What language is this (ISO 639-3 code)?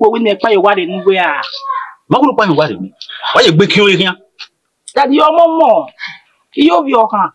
bin